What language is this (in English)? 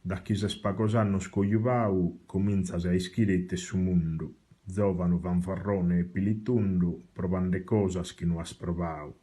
Sardinian